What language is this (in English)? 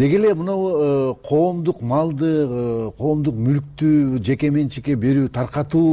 Kyrgyz